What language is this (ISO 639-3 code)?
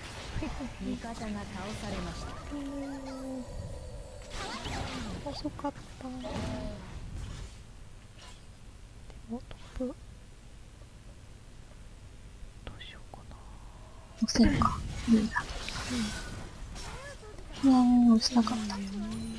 jpn